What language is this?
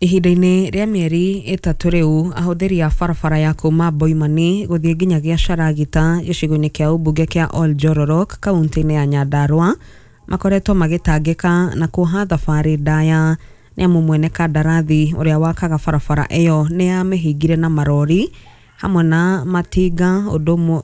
Kikuyu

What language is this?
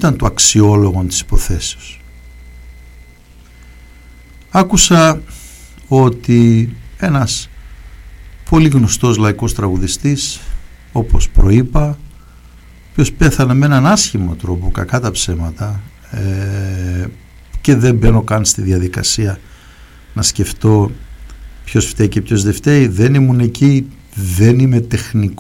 Greek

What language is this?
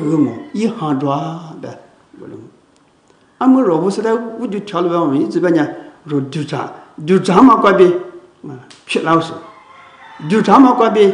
Lisu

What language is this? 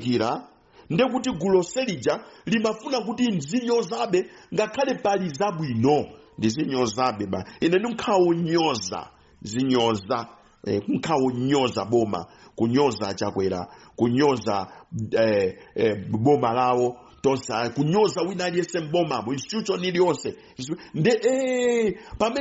Nyanja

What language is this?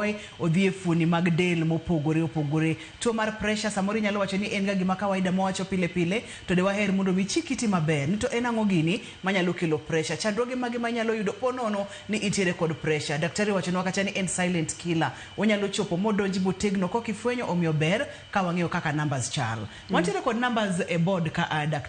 Luo (Kenya and Tanzania)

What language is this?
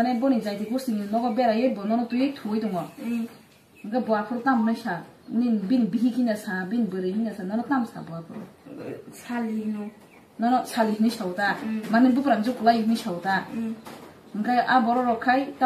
Kok Borok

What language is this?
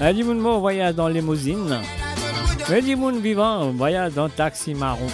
Morisyen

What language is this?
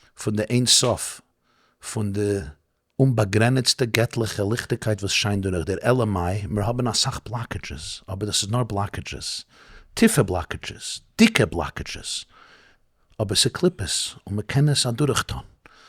Yiddish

